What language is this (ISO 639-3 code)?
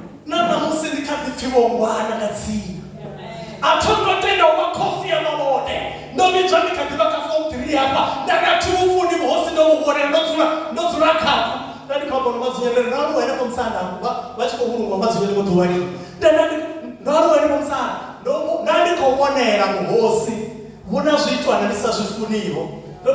ven